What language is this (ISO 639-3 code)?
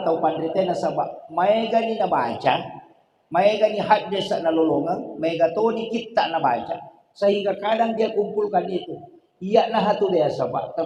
bug